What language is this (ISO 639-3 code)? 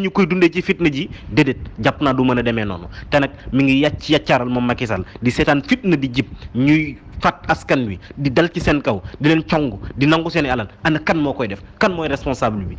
wol